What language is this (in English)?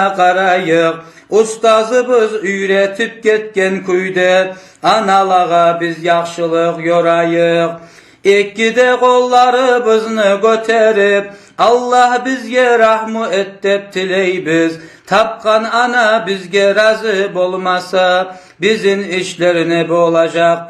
Kumyk